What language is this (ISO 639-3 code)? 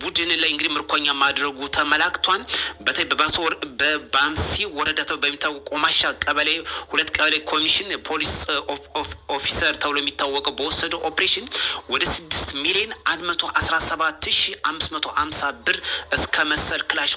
amh